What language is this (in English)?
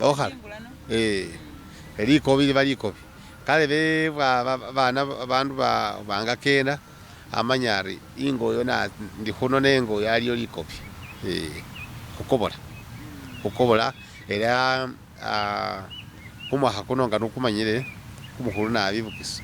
Masaaba